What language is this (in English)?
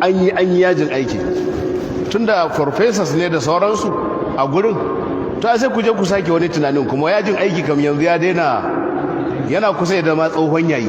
Hausa